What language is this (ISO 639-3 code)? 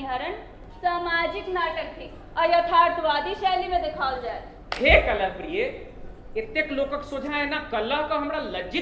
mai